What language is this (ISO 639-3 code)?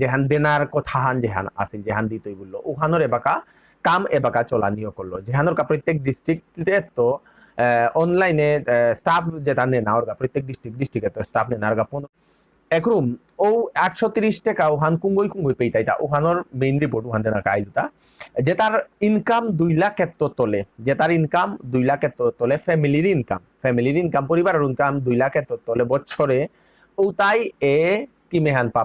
bpy